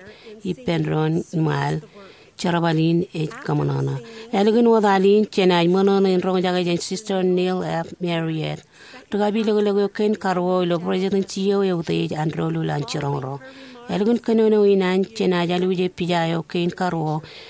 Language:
Marshallese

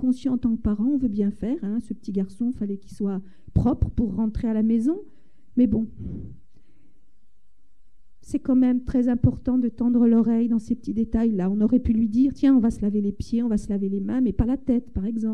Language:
French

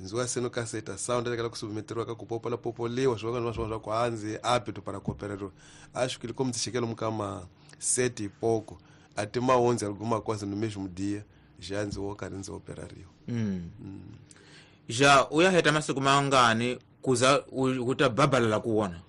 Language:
Tsonga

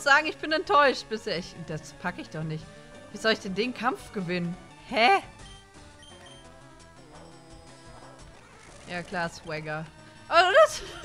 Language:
German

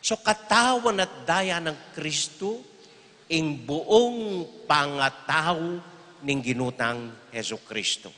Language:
Pampanga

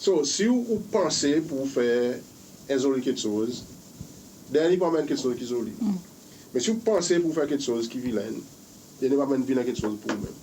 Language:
Seselwa Creole French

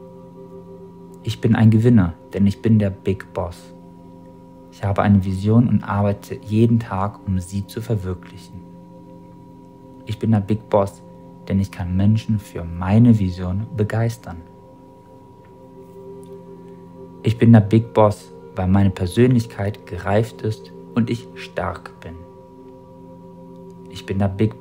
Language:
German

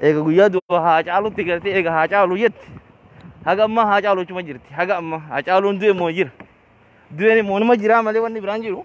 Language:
Oromo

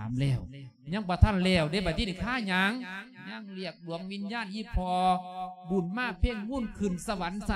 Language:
Lao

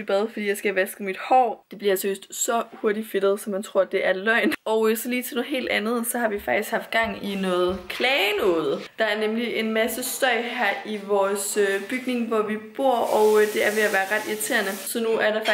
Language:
Danish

